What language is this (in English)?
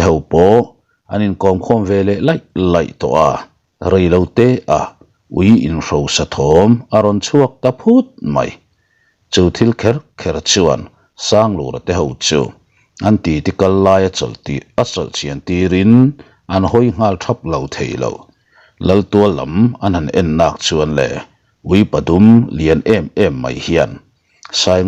Mizo